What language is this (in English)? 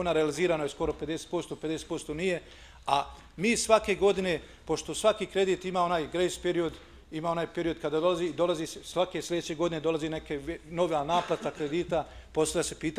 Bosnian